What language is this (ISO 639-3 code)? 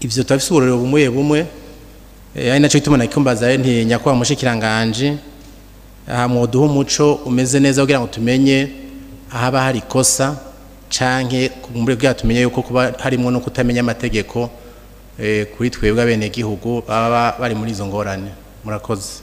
run